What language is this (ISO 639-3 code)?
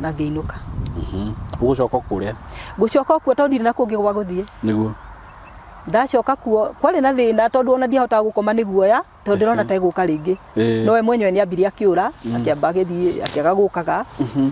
kik